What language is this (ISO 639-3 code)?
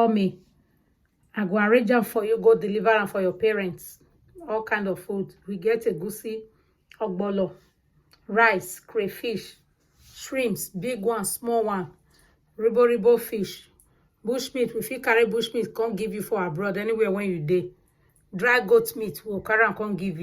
pcm